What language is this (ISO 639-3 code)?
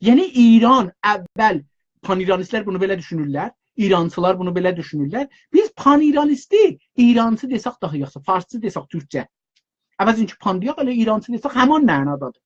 azb